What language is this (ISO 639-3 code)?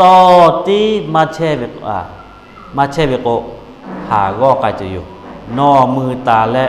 lhu